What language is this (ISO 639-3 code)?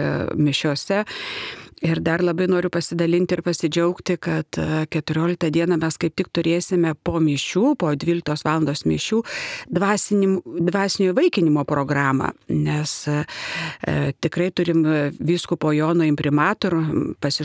lit